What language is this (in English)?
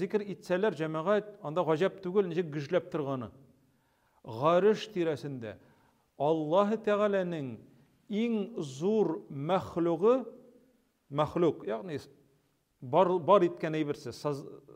Tatar